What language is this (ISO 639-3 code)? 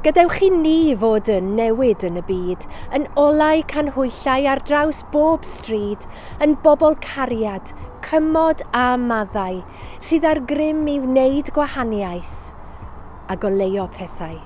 cym